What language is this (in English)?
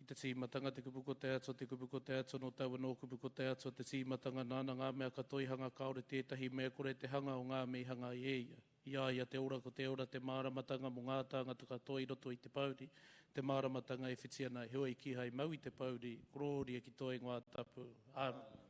Māori